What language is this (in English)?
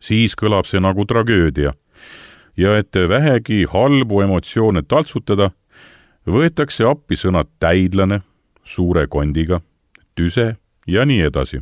Estonian